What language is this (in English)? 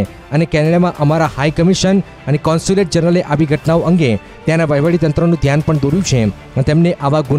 Gujarati